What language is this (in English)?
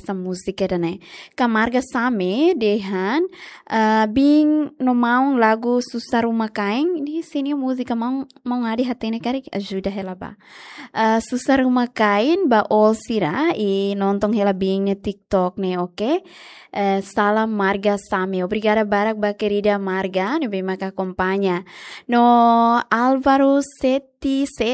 Tetum